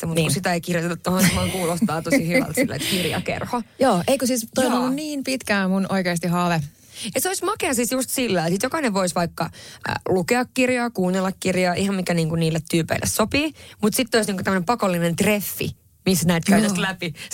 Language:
Finnish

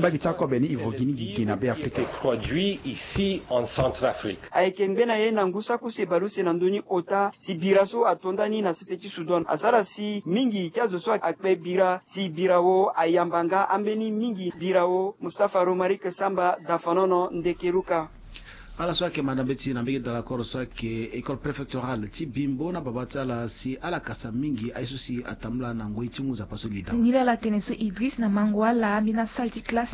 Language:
Sango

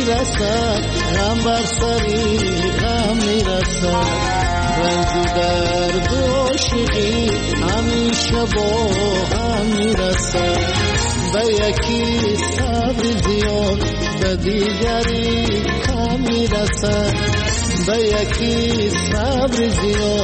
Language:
Persian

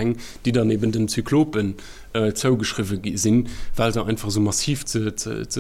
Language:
Luxembourgish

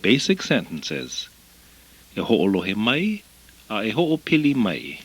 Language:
Hawaiian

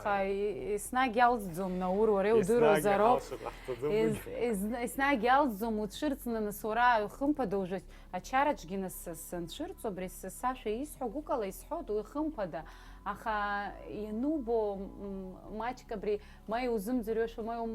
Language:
Abkhazian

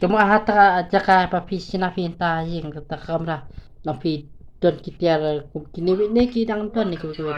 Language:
Khasi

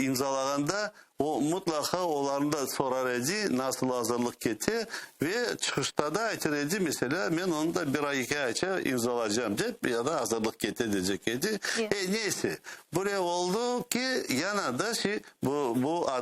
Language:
Crimean Tatar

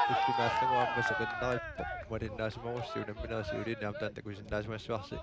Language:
Kalaallisut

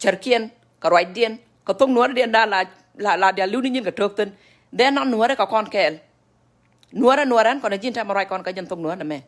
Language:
Nuer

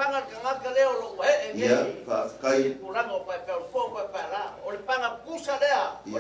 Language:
Samoan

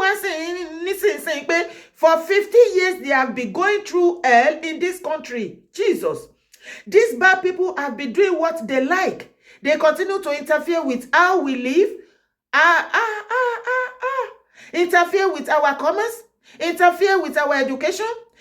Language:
Yoruba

